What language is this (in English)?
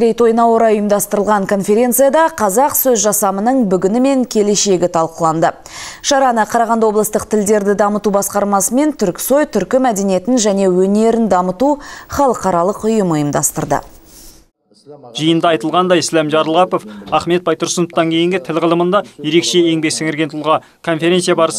Kazakh